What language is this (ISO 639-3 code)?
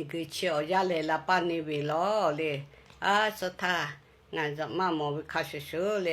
lhu